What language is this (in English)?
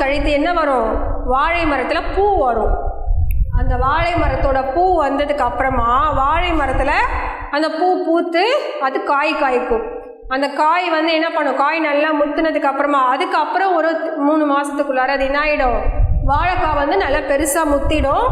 Tamil